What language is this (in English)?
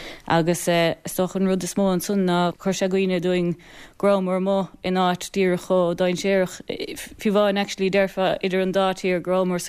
Irish